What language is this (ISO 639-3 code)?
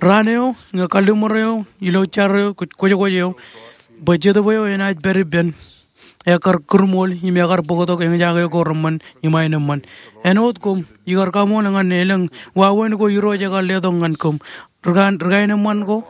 mah